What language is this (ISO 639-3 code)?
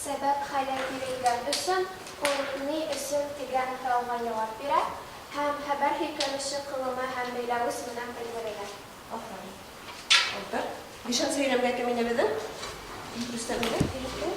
bak